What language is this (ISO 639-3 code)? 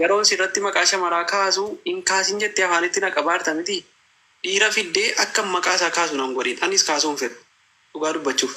orm